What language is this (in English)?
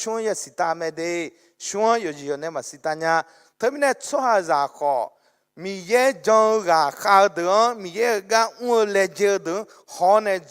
Akha